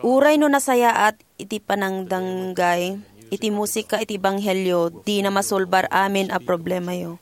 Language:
Iloko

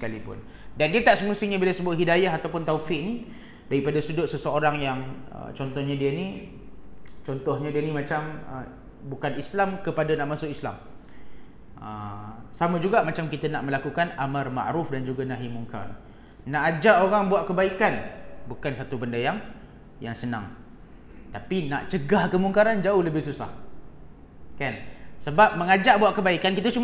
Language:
Malay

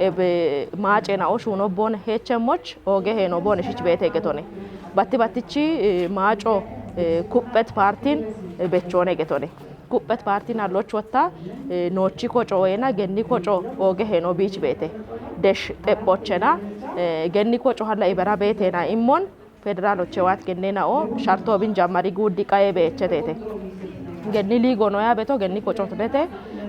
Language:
Kafa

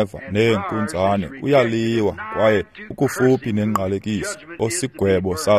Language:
Xhosa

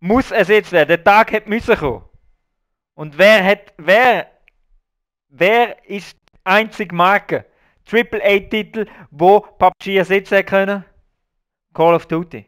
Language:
Swiss German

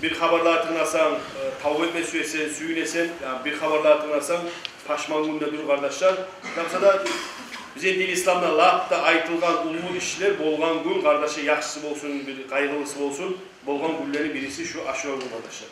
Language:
Kumyk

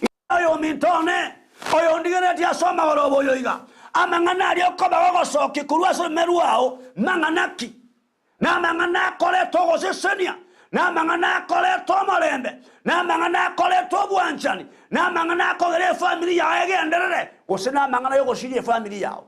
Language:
Gusii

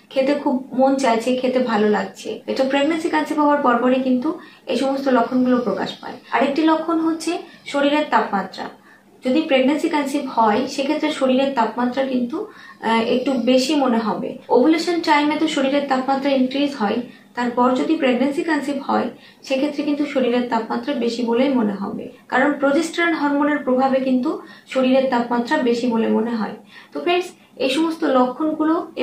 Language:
Bangla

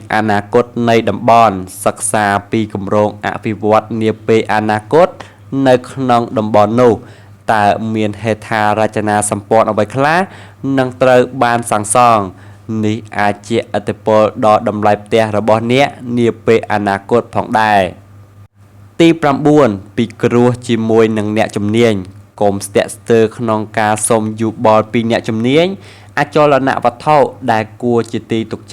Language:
Khmer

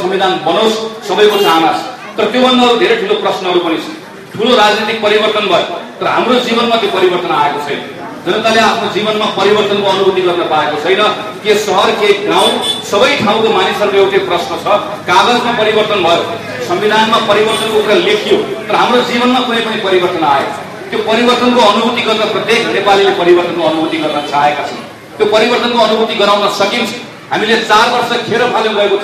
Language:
Nepali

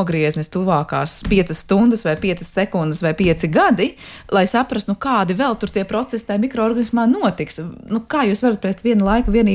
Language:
Latvian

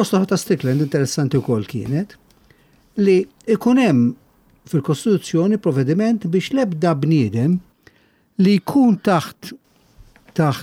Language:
Maltese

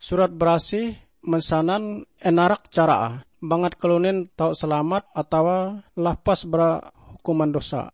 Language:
Ngaju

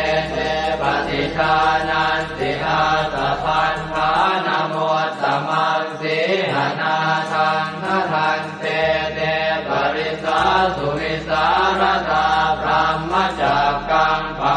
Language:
Pali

